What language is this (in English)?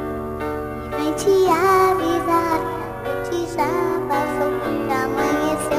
Portuguese